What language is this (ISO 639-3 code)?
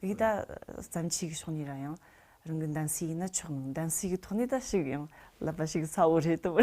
bod